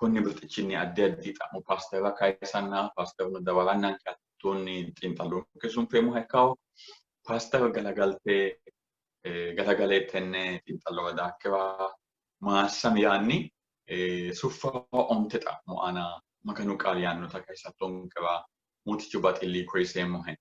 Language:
Sidamo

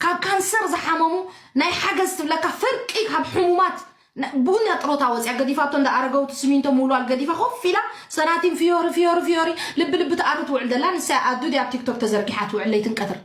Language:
Tigrinya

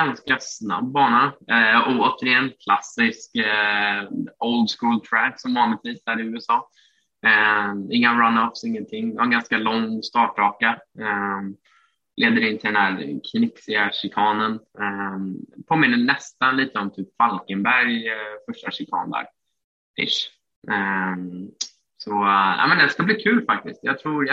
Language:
Swedish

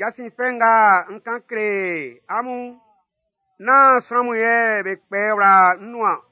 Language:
Baoulé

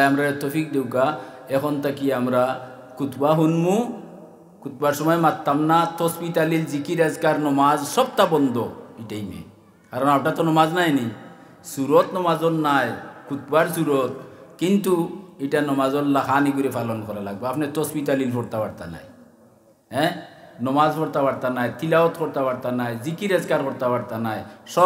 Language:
Sylheti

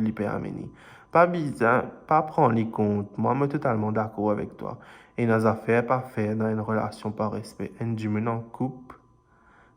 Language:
Morisyen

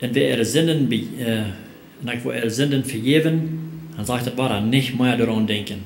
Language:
Plautdietsch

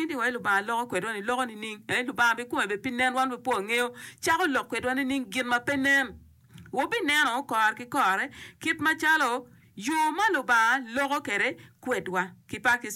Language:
Acoli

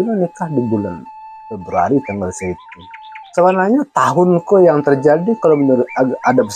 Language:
Minangkabau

